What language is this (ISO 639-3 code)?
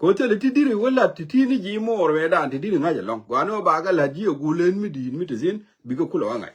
nus